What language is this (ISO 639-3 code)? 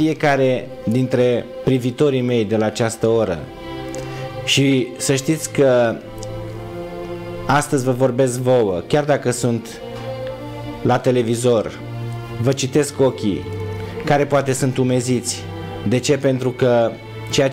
ron